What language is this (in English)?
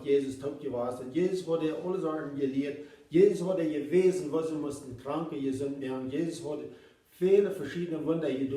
Plautdietsch